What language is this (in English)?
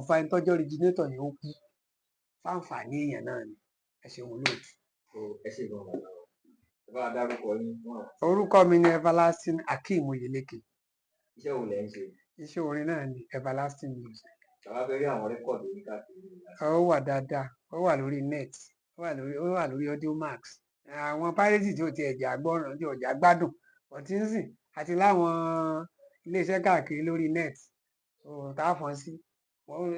Yoruba